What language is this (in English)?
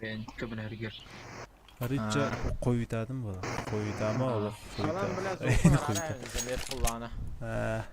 Yakut